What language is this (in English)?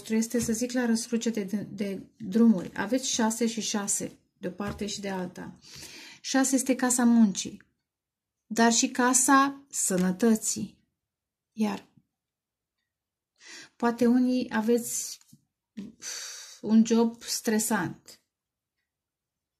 Romanian